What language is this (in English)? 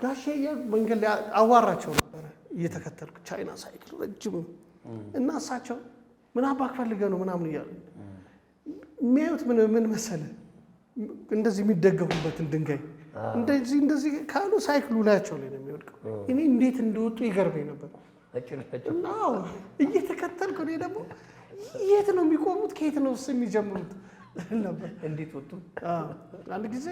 Amharic